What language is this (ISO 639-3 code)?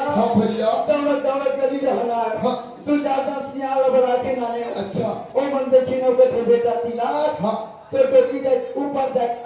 hne